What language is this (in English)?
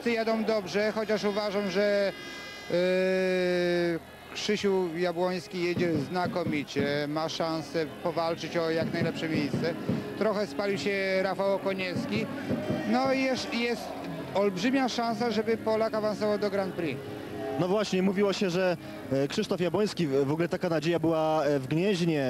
Polish